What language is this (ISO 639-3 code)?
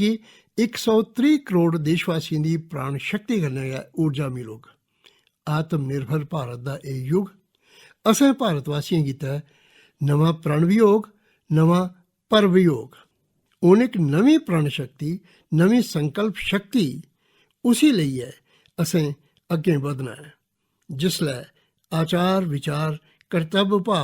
doi